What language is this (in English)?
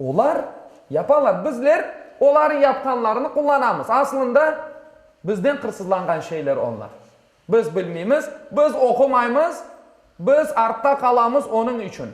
Crimean Tatar